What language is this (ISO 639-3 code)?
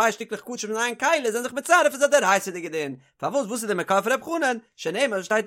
yid